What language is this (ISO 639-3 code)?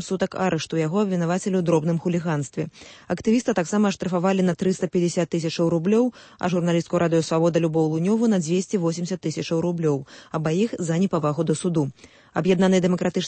bel